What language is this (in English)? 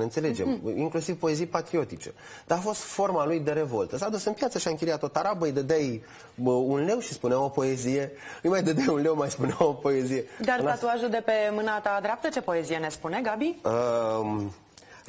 Romanian